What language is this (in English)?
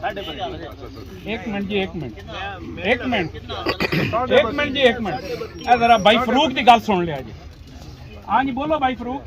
Pahari-Potwari